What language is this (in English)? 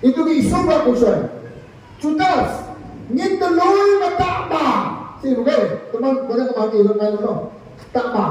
Naga Pidgin